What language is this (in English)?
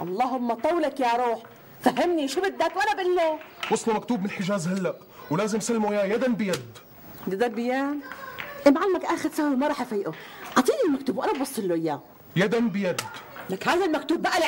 North Levantine Arabic